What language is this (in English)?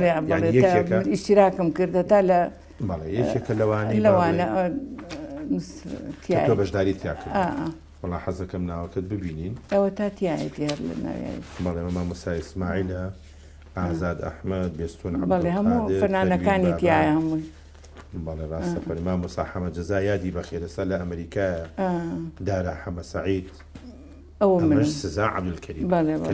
Central Kurdish